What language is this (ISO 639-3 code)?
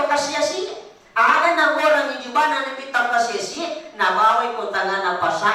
bug